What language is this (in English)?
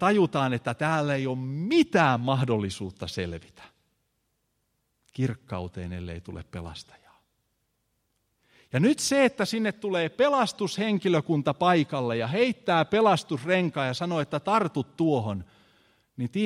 Finnish